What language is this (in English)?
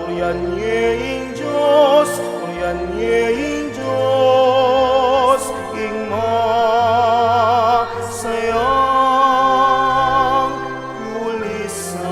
Pampanga